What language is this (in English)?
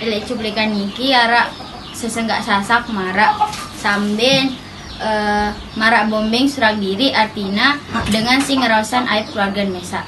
Sasak